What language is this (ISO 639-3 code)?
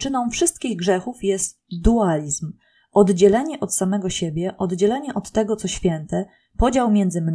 pol